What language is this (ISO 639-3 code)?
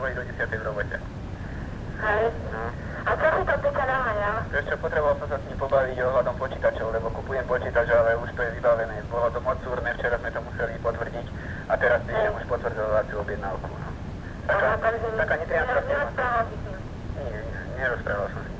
slk